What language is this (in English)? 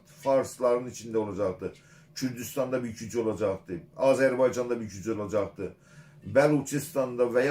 South Azerbaijani